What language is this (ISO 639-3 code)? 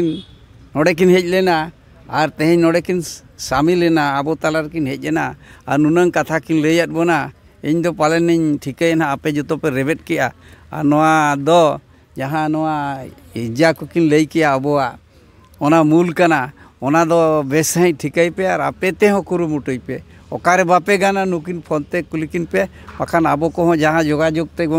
sat